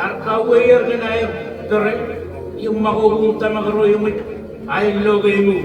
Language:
Marshallese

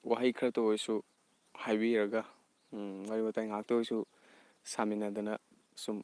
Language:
Manipuri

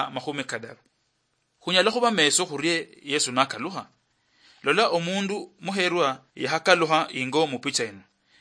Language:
Luyia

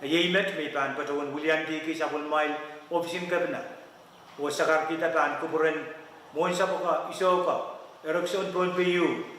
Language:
Pohnpeian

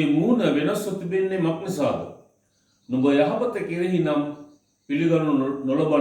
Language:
Sinhala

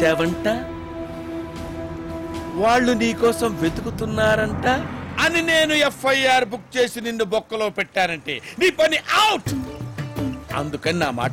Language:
Telugu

